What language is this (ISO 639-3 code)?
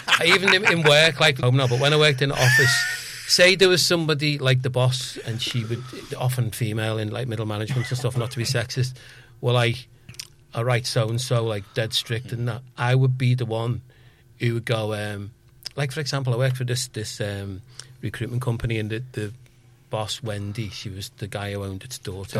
eng